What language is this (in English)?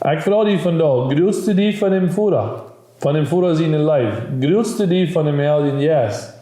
Plautdietsch